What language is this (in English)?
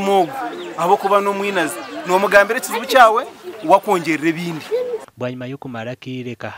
Nyankole